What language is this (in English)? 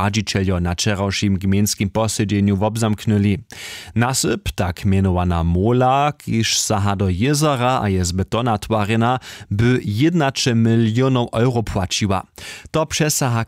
Upper Sorbian